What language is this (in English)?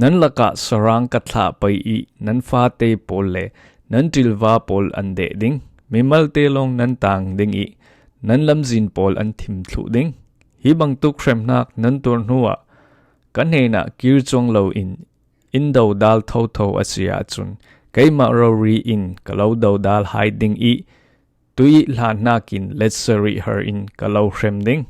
Falam Chin